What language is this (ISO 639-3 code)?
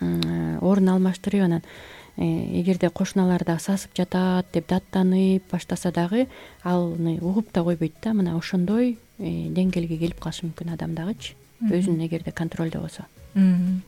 kir